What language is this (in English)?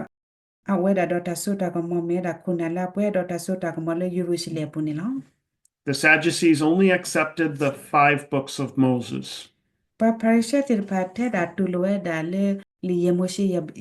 S'gaw Karen